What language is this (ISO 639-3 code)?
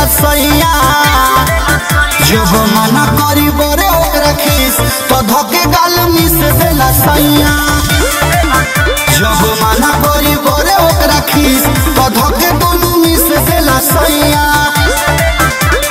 bho